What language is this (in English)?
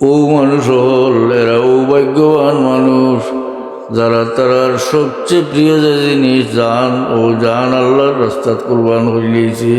Sylheti